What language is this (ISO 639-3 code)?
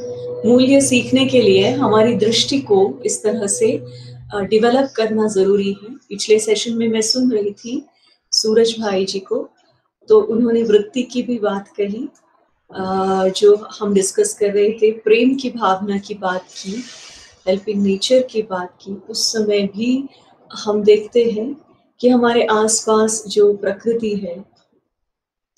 hin